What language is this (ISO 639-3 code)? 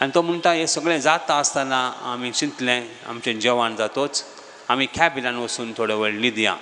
kok